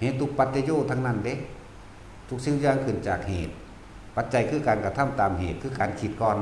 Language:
Northeastern Thai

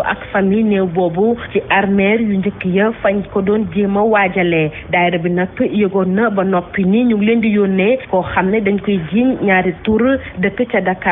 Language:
Wolof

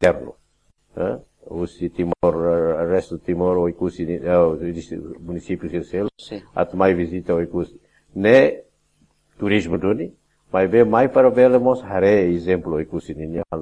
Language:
Tetum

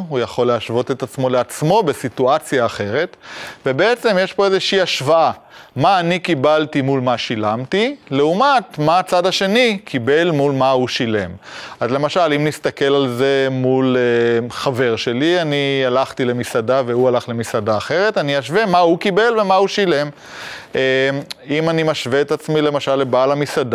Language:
Hebrew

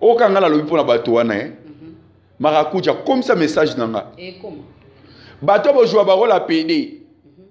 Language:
Lingala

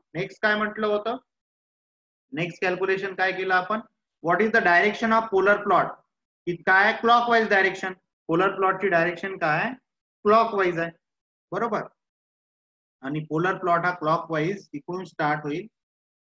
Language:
Marathi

